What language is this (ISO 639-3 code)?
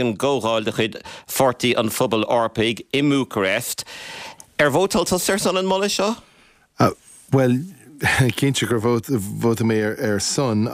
gle